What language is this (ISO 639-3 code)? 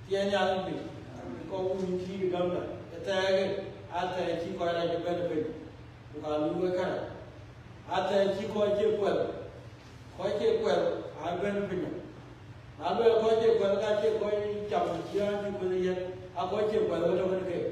din